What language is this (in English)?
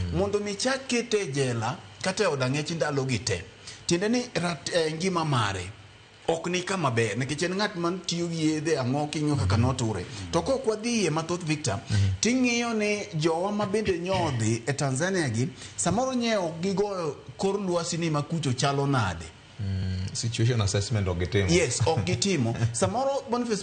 Luo (Kenya and Tanzania)